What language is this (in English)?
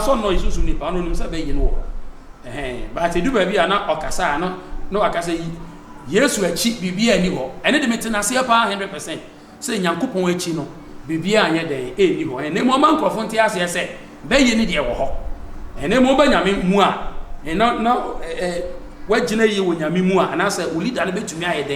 Akan